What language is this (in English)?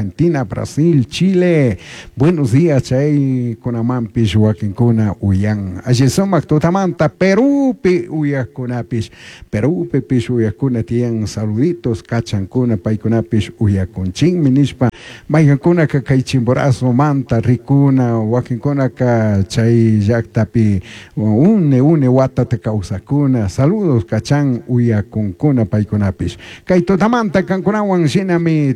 Chimborazo Highland Quichua